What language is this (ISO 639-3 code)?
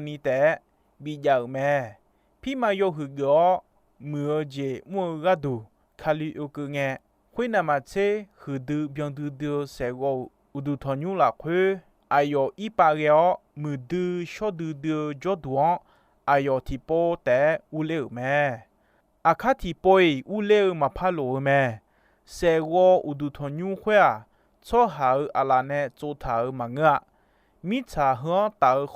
ahk